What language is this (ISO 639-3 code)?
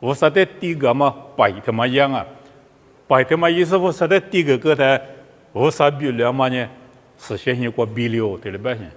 lis